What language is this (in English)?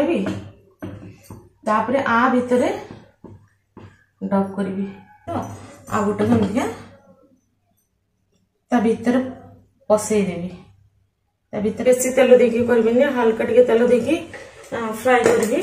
Odia